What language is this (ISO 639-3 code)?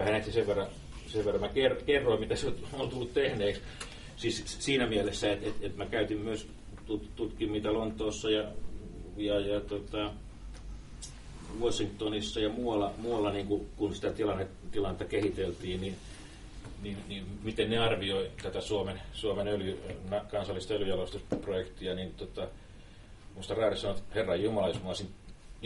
fin